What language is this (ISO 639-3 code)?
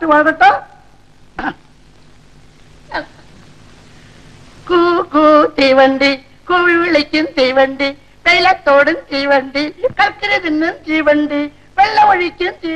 mal